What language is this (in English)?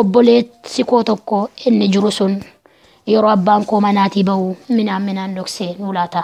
Oromo